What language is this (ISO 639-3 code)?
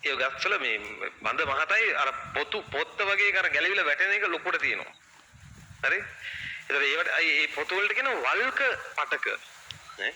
sin